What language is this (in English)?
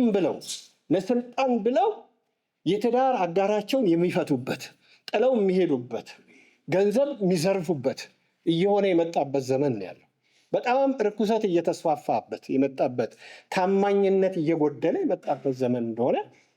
Amharic